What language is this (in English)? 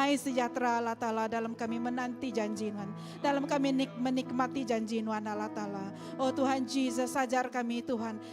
Iban